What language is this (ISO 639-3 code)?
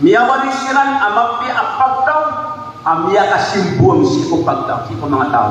mrw